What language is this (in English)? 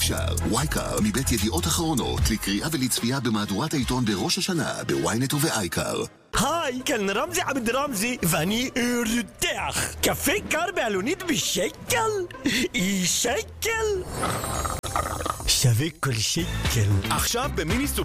Hebrew